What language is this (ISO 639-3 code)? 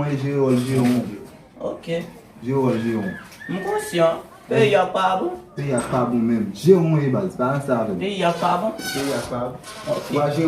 hat